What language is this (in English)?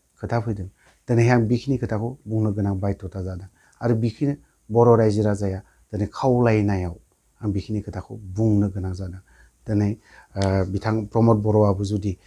Bodo